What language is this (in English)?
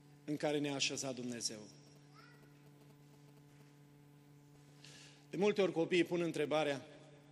Romanian